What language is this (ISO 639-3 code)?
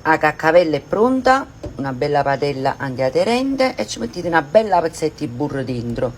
nap